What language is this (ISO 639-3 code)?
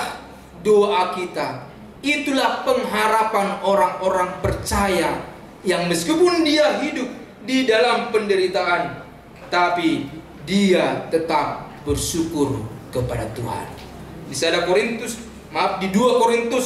bbc